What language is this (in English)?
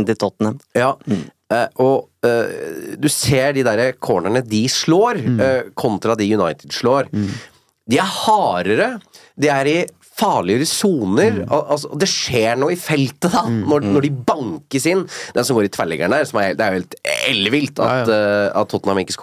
Norwegian